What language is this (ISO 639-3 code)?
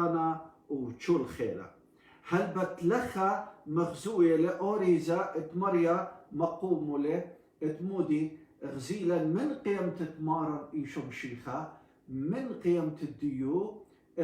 aii